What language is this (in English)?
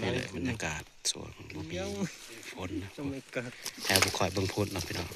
Northeastern Thai